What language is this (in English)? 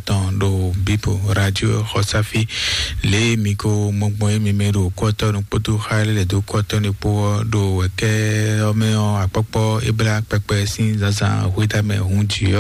Fon